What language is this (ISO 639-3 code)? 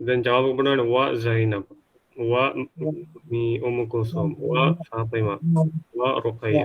div